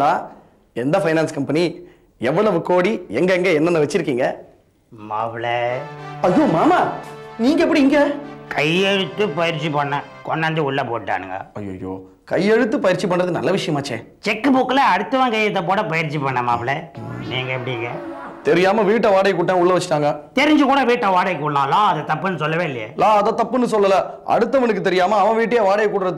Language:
Tamil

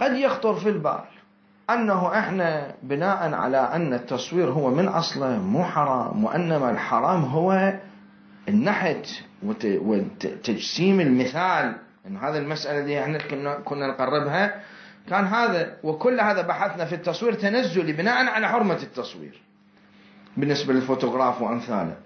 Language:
Mesopotamian Arabic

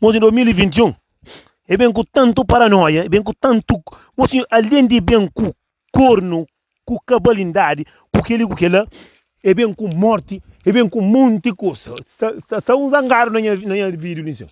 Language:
Kabuverdianu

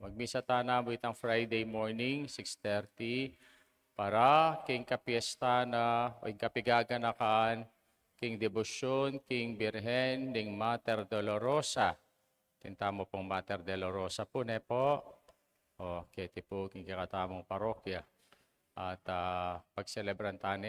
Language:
Pampanga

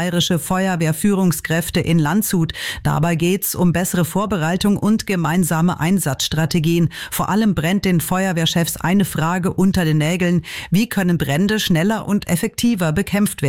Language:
German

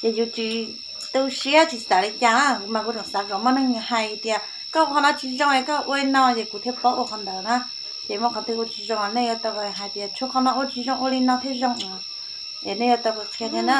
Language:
Hmong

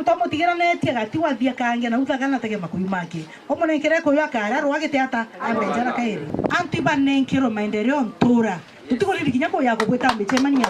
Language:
Meru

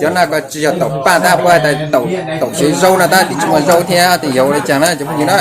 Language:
Hmong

